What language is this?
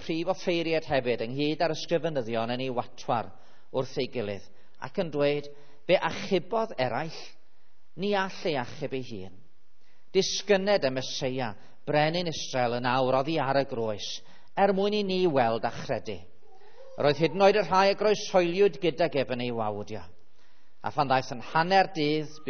Welsh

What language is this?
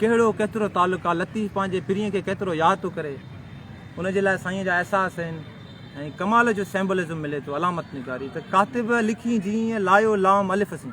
Sindhi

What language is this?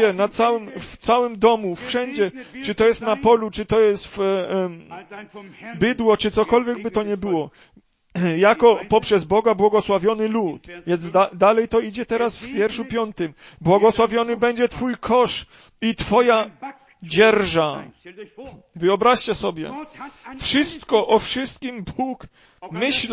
Polish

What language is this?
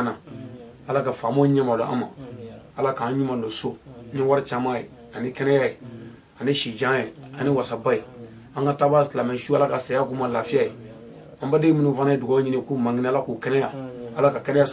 Bambara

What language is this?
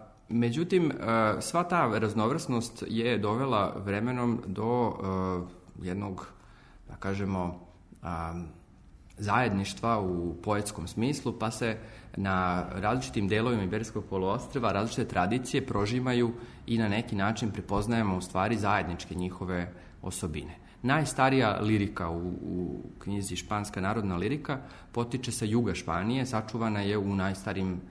Serbian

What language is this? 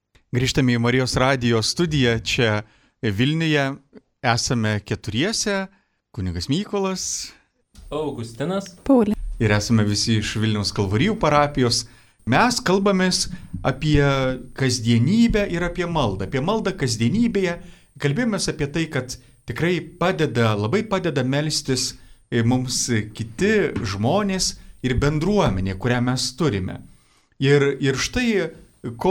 Lithuanian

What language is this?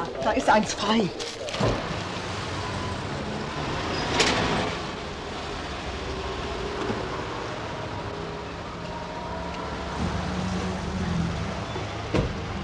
German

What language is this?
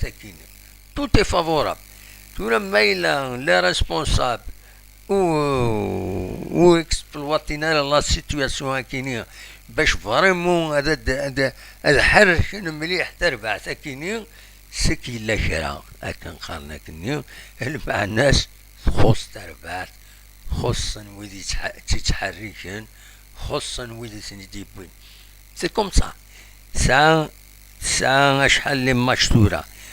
Kabyle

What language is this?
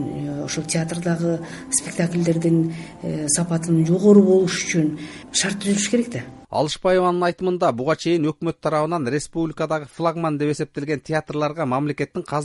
Kyrgyz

